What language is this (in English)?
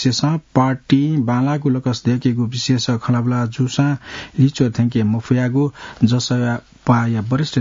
Newari